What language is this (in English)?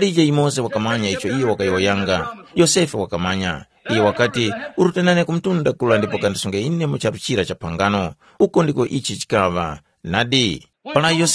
Tumbuka